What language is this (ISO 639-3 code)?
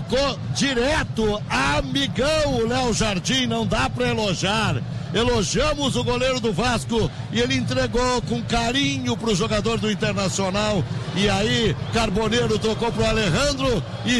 por